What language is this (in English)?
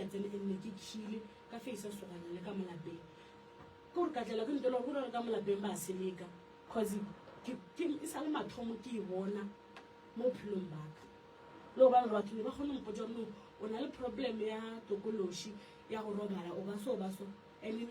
Northern Sotho